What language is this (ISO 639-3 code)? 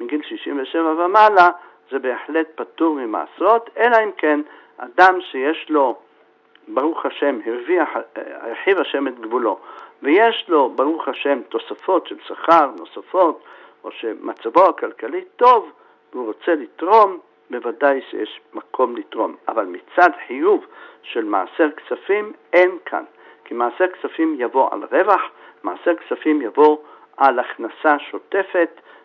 heb